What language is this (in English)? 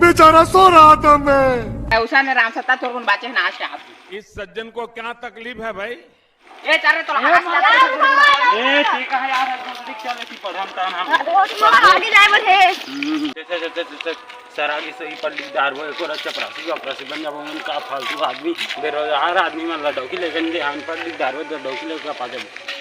Chhattisgarhi